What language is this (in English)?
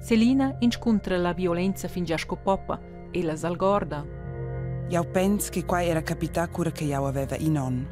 Romansh